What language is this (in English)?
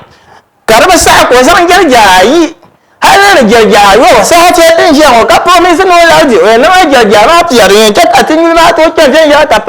Dagbani